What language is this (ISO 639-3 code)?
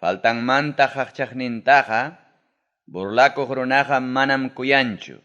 quy